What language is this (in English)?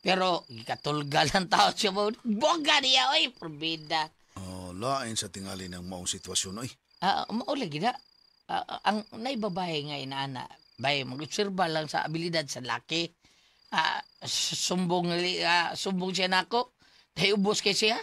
Cebuano